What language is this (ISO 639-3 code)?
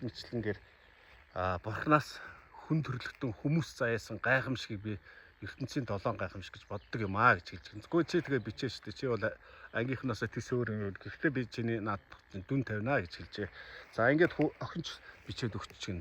mon